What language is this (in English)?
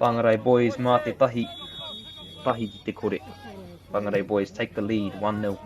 Māori